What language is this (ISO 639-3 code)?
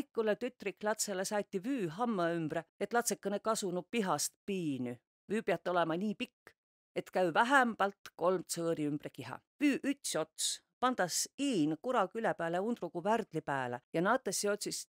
vro